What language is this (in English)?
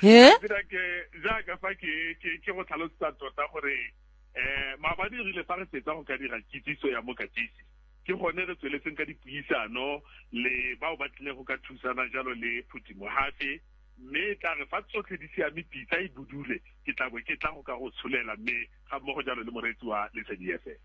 Tswana